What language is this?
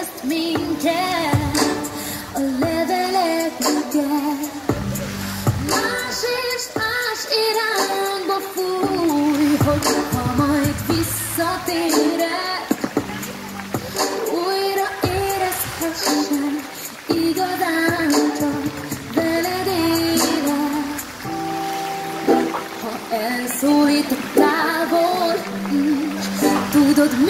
Hungarian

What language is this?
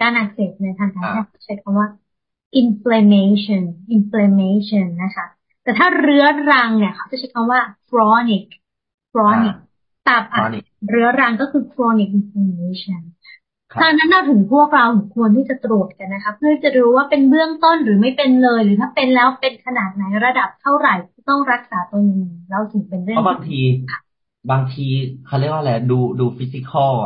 Thai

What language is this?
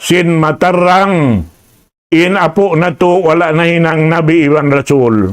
Tausug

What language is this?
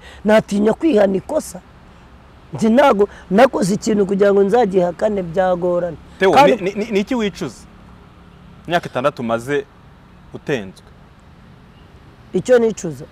Kinyarwanda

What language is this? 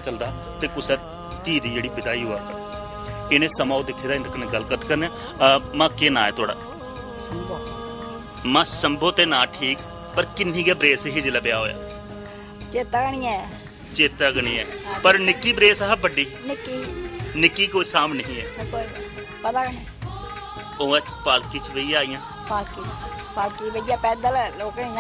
Dogri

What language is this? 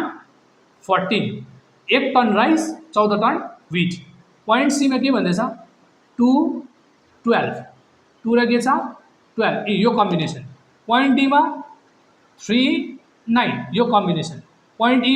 Nepali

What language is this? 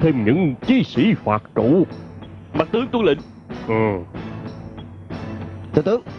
Vietnamese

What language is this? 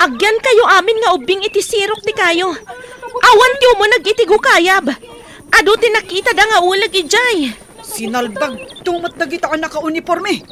Iloko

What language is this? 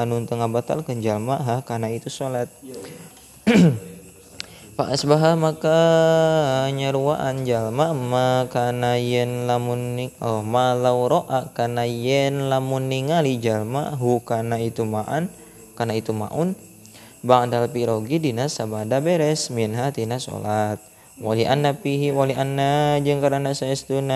Sundanese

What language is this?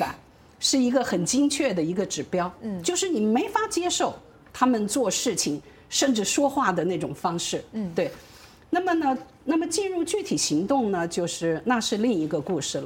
Chinese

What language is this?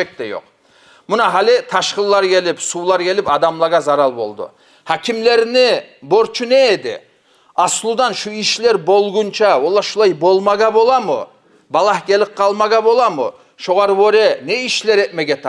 Kumyk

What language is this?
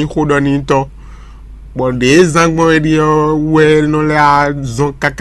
Fon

